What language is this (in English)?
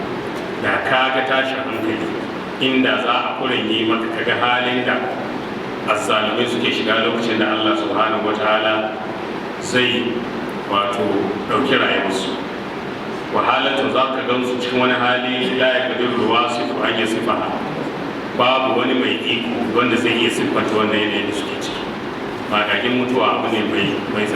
Hausa